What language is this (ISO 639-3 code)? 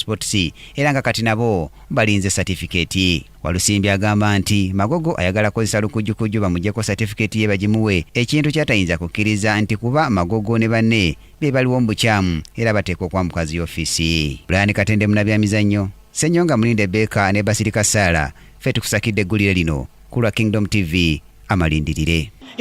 lug